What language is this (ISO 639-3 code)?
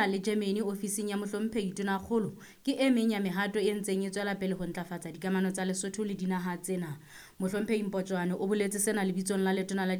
sot